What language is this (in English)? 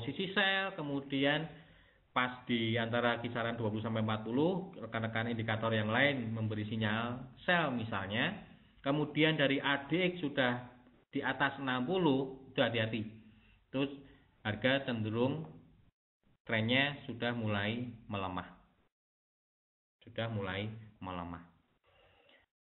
Indonesian